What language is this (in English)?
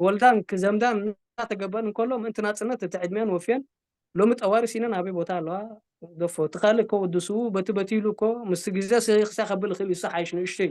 Tigrinya